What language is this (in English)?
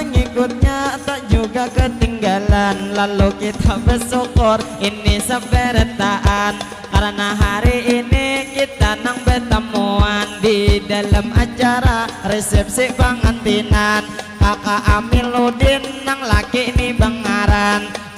Banjar